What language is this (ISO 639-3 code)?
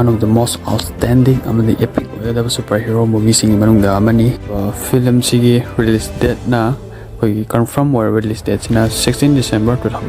mni